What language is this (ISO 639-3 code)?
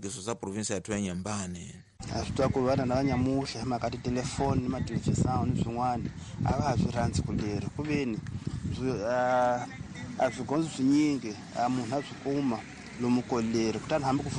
tso